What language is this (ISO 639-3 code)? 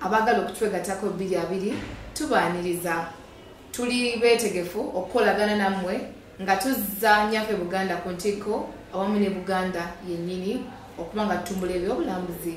lug